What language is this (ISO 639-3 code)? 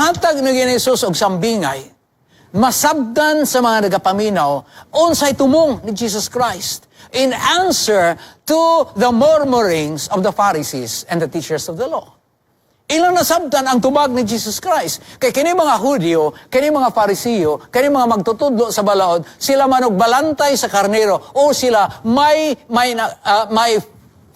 ceb